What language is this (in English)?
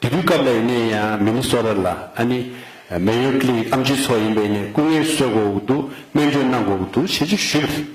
Tibetan